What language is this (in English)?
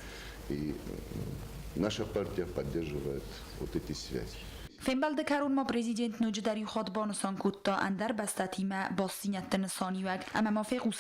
Ossetic